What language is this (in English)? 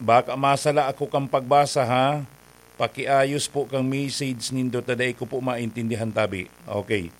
Bikol